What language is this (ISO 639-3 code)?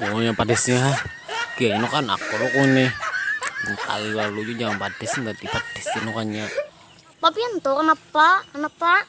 bjn